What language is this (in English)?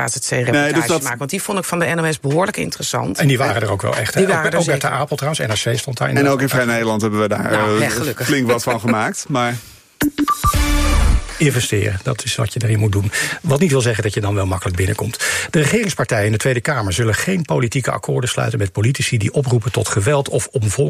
Dutch